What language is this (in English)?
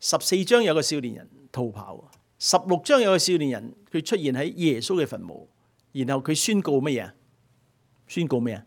Cantonese